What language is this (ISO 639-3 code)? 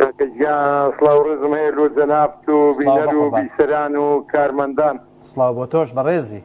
ckb